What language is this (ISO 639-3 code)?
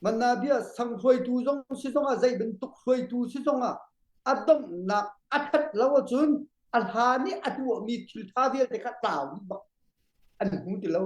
cnh